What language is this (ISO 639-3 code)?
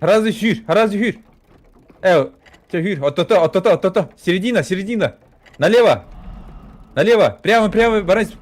sah